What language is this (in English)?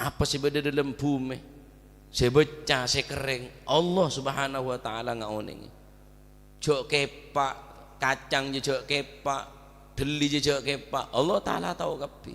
Madurese